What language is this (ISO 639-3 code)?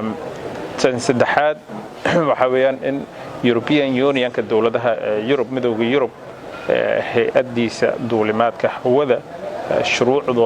som